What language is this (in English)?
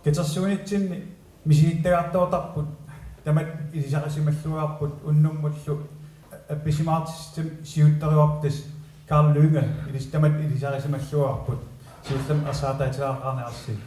Kalaallisut